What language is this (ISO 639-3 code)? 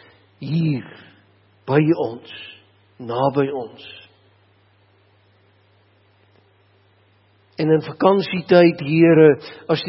afr